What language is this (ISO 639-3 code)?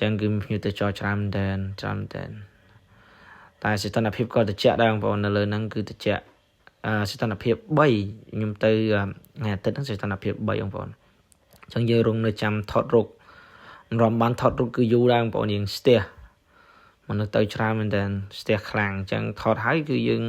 khm